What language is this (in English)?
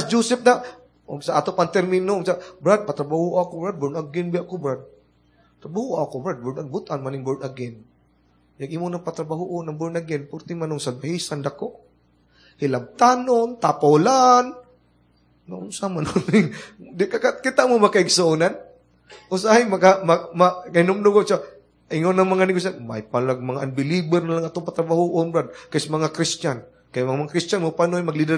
Cebuano